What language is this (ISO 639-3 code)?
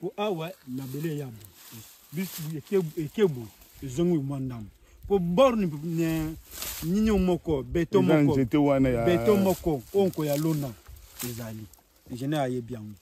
lin